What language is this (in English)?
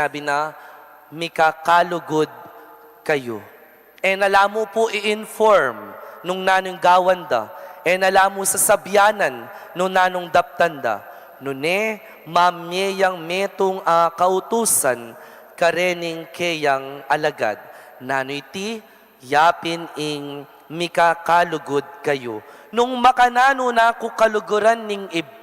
Pampanga